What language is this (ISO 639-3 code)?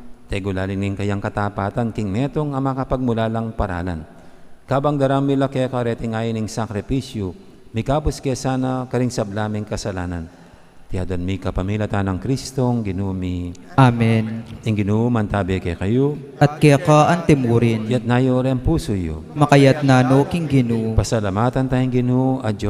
pam